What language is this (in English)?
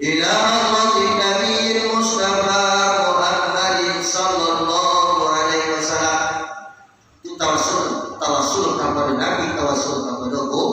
Minangkabau